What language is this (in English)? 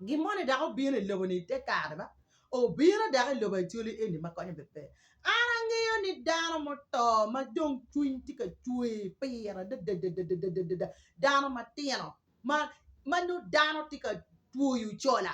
Acoli